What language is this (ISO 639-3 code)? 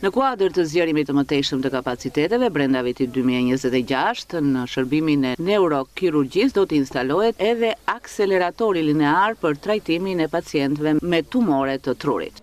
sqi